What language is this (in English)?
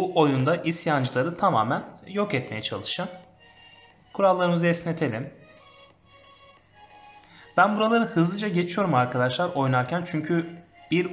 Turkish